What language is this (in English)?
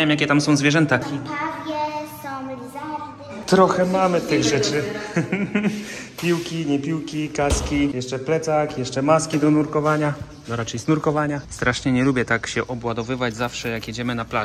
Polish